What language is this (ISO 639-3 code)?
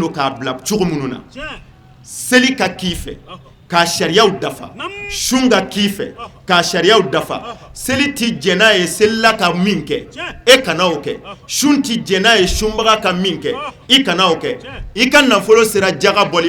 bam